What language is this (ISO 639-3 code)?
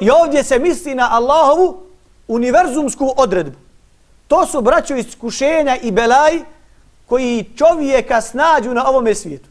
bos